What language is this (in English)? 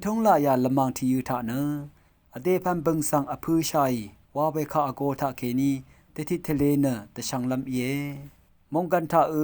Rawang